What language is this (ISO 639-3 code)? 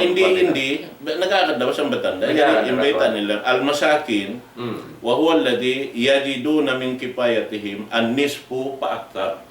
tsg